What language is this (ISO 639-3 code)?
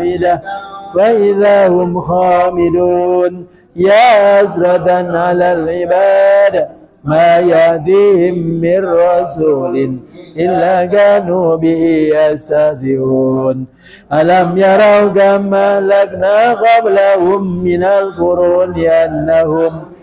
ara